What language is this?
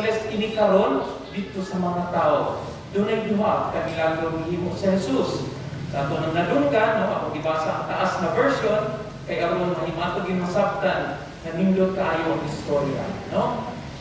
Cebuano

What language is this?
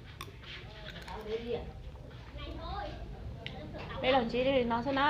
Hmong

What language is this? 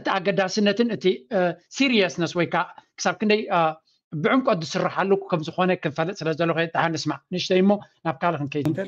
Tigrinya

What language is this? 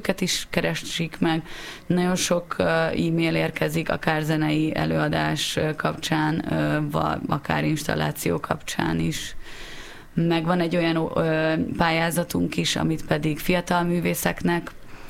Hungarian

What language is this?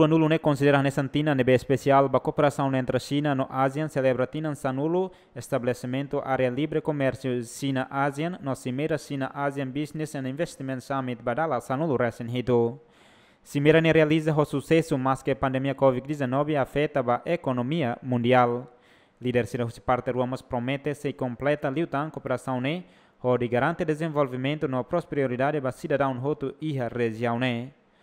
Tetum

